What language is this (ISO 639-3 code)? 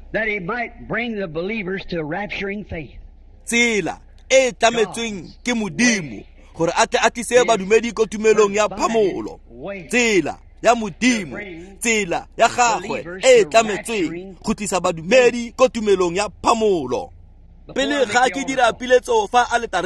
tsn